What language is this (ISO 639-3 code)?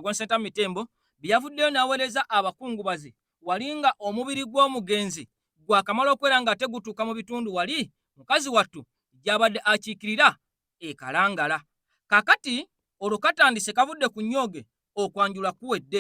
lug